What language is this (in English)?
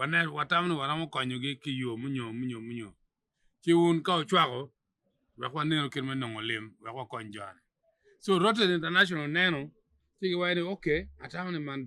Acoli